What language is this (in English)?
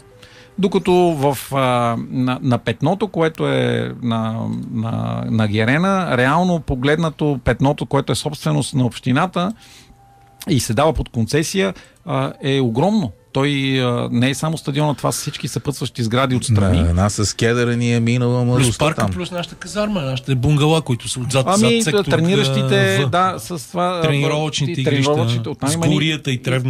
Bulgarian